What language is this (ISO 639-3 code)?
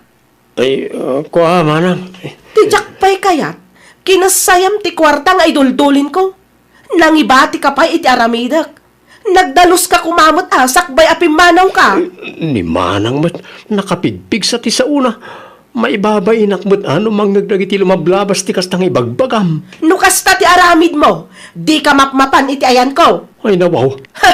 ilo